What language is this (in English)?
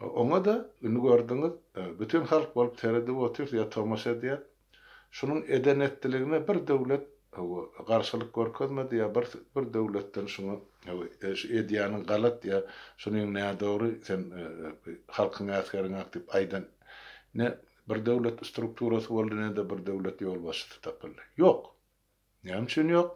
Turkmen